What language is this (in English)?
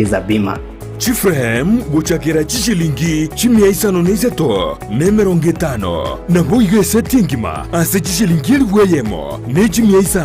Gusii